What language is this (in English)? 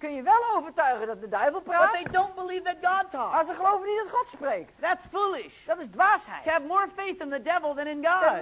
Dutch